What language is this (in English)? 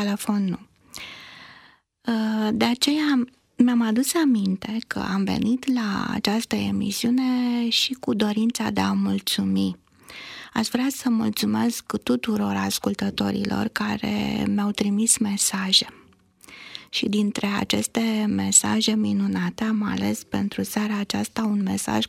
Romanian